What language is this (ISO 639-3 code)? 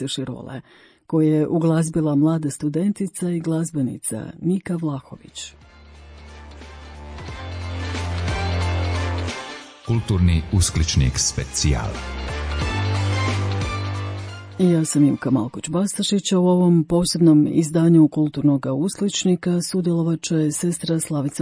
hrv